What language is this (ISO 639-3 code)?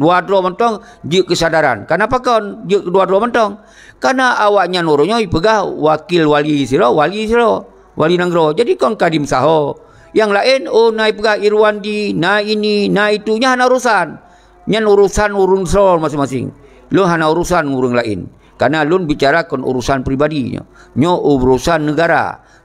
ace